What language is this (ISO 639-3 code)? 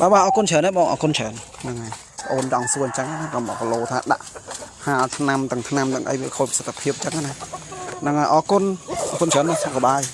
khm